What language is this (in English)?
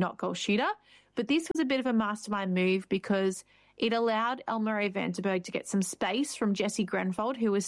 English